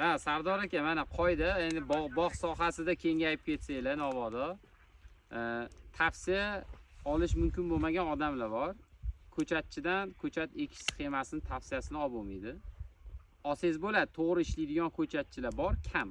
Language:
Uzbek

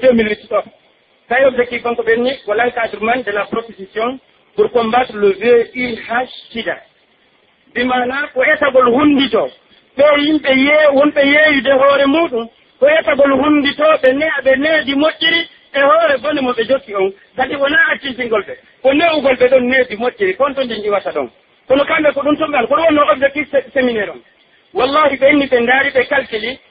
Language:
Pular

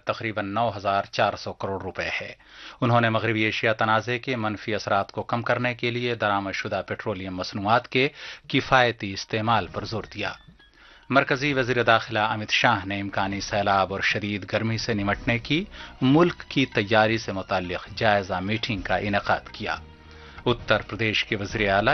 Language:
Urdu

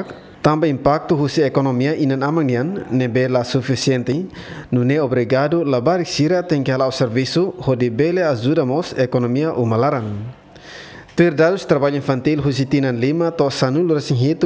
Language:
Tetum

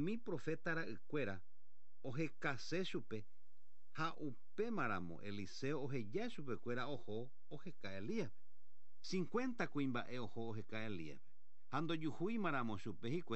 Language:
Guarani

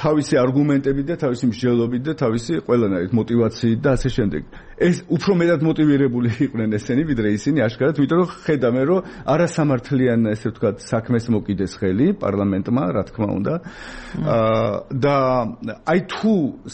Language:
Georgian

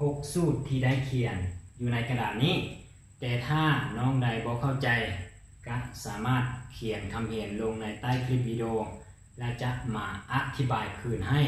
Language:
Lao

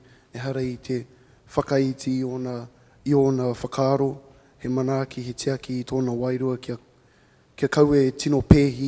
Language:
Māori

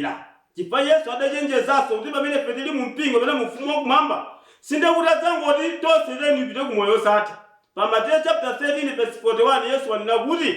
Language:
Nyanja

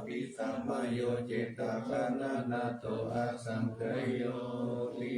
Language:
Pali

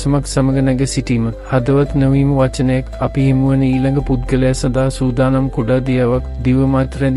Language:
Sinhala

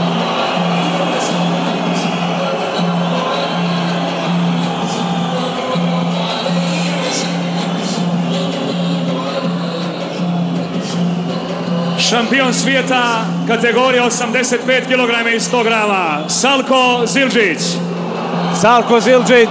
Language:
Serbian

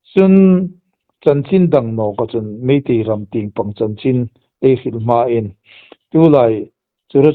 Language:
Hmar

